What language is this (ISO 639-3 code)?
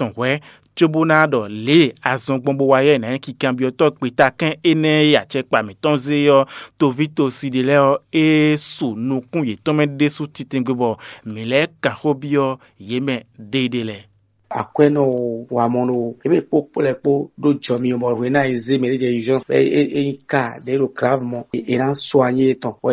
fon